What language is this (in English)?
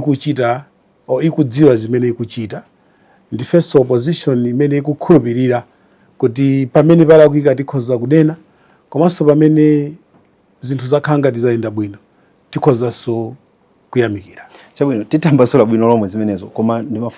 Nyanja